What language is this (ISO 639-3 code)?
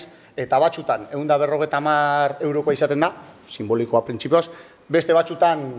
eus